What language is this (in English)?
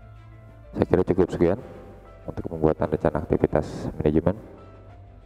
Indonesian